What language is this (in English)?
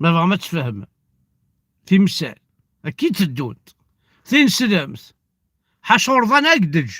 Kabyle